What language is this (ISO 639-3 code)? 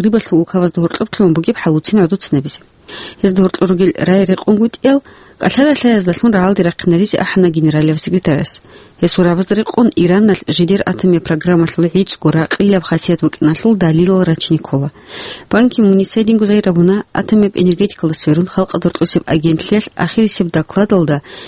ava